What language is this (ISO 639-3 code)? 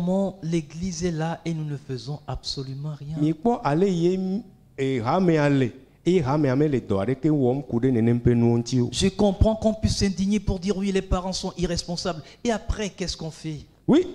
ewe